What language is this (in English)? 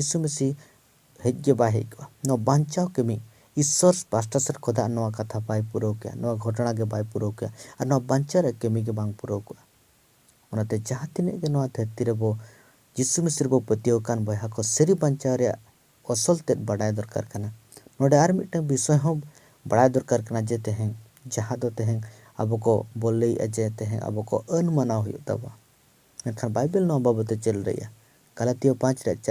Santali